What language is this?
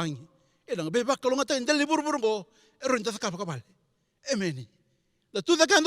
Fijian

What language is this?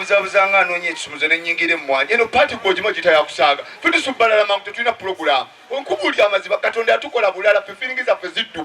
Ganda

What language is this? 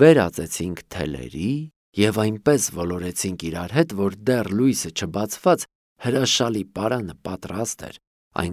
Armenian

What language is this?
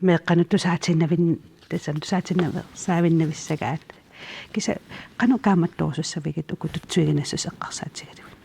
Kalaallisut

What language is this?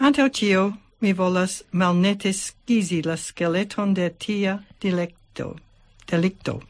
Esperanto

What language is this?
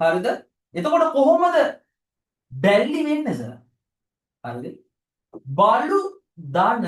Sinhala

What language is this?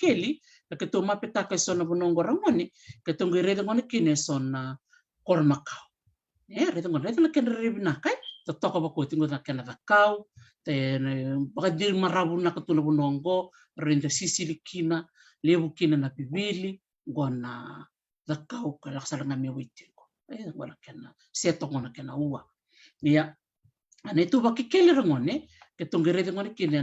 Fijian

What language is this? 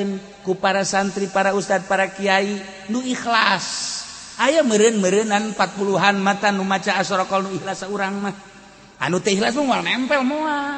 Sundanese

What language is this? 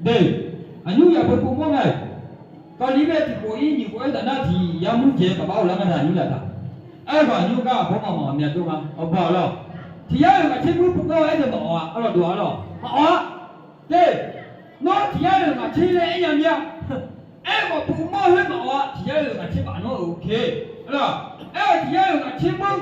Akha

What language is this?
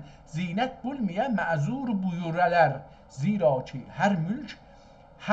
South Azerbaijani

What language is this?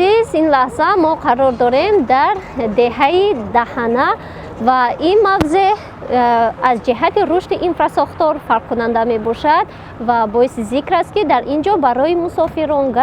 Tajik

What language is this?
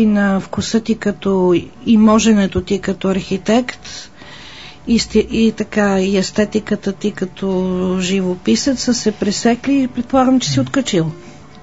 Bulgarian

